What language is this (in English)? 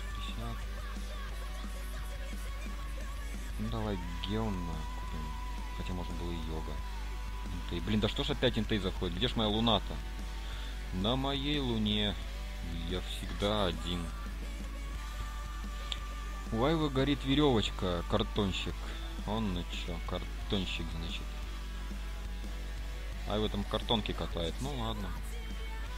Russian